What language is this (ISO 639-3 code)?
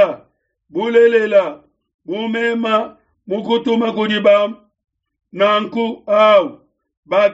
lua